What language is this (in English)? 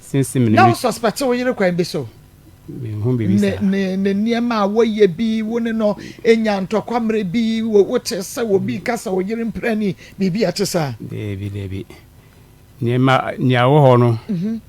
Akan